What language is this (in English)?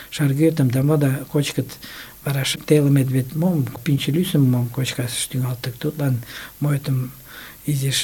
Mari